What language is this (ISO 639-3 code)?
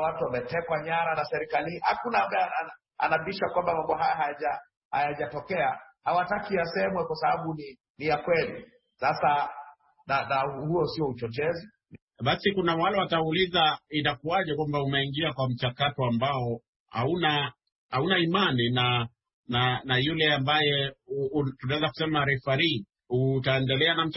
swa